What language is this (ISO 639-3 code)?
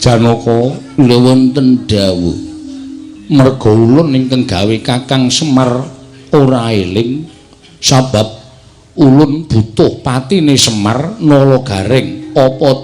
jav